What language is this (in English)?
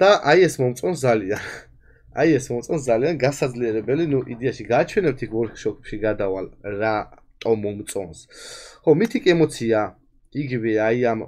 Georgian